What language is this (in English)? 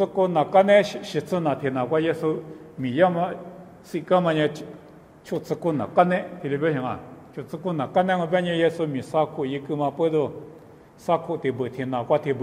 Lisu